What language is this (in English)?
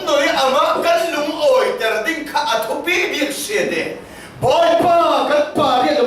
Falam Chin